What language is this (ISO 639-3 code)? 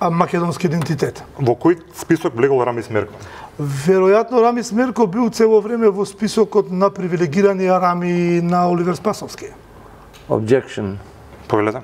mkd